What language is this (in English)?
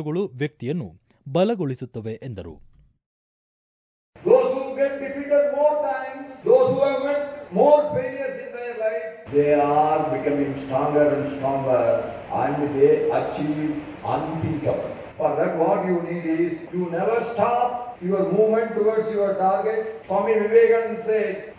Kannada